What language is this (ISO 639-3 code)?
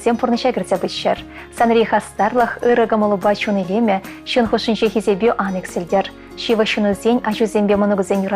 chv